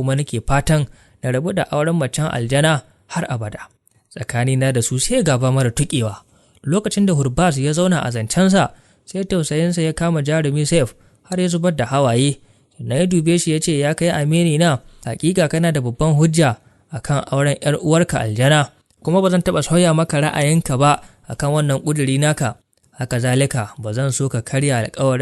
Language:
Hausa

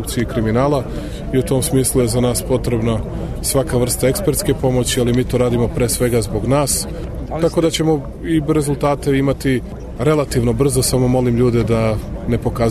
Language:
Serbian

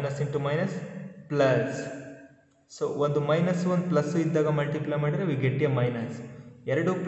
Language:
Kannada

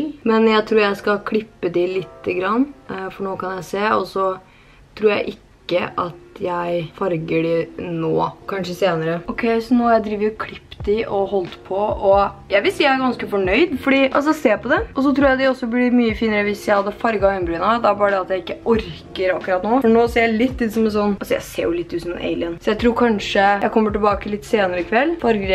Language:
Norwegian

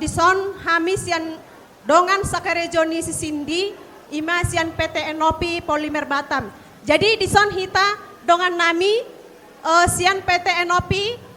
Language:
Batak Toba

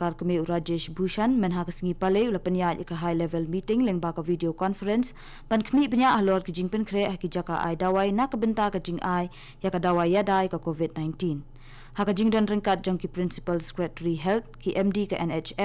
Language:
Khasi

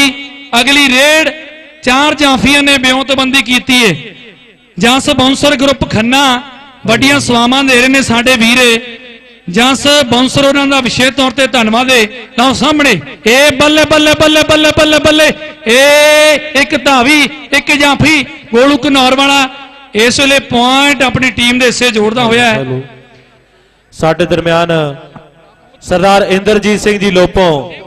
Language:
Punjabi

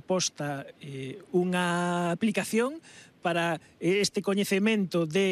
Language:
Galician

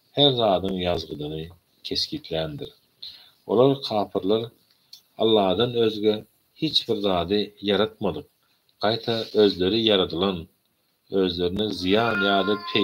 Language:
Turkmen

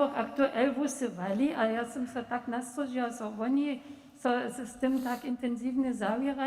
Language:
Upper Sorbian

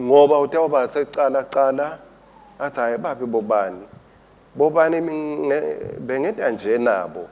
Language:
Swati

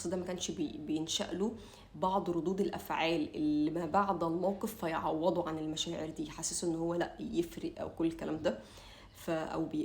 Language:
Egyptian Arabic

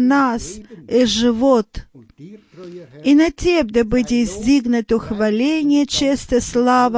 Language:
Bulgarian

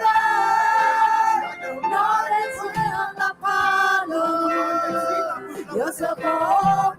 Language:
Akha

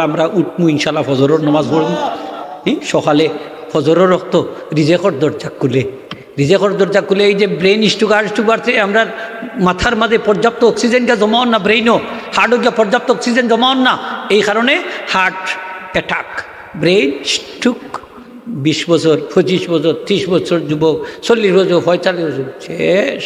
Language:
Sylheti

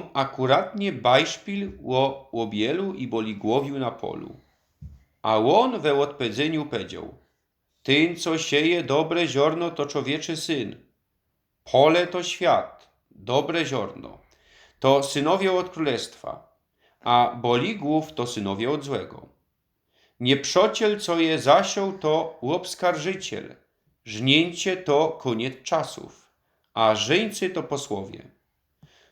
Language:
Silesian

